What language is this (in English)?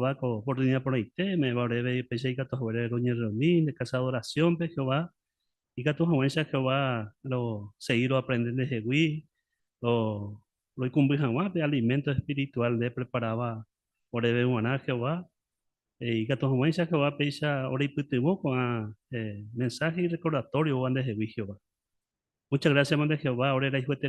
Guarani